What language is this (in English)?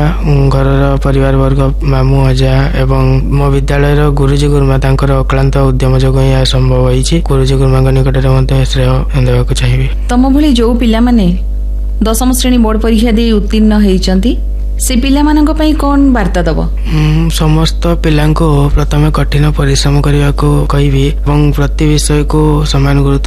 Odia